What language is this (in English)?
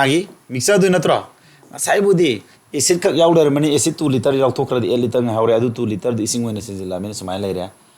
Manipuri